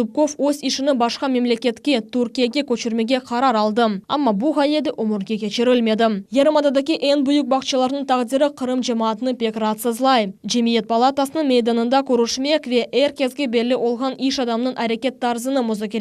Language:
Crimean Tatar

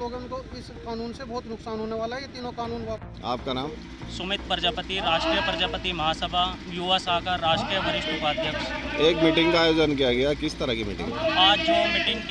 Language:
Hindi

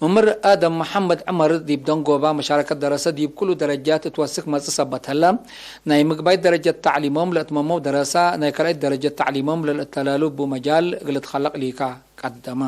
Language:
Tigre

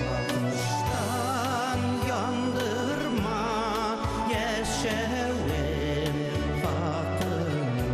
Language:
Bashkir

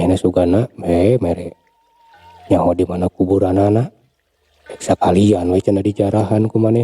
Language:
Sundanese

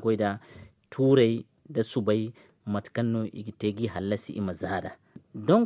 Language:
Zarma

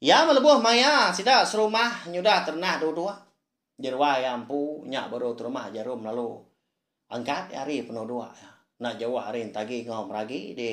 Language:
Iban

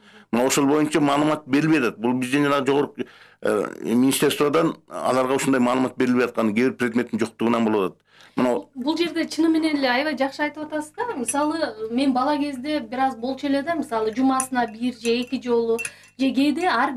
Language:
Kyrgyz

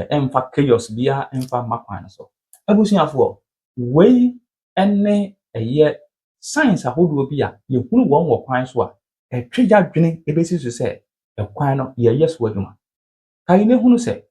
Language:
Akan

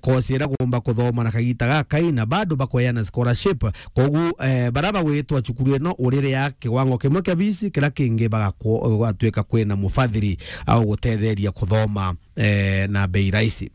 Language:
Meru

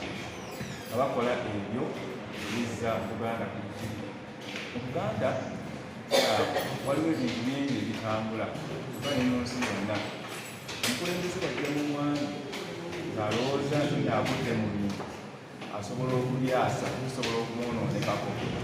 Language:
Ganda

